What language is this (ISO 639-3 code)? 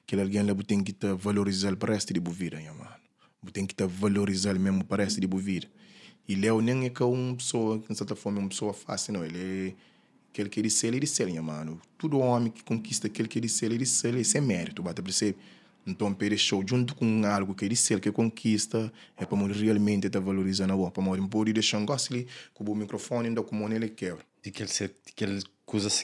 kea